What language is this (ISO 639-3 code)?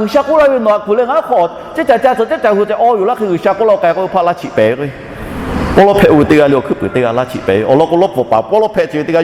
lhu